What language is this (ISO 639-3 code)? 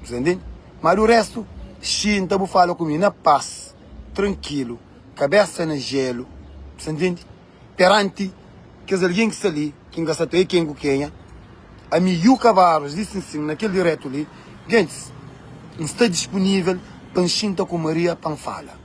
kea